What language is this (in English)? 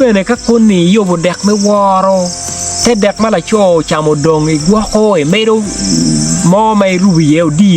Acoli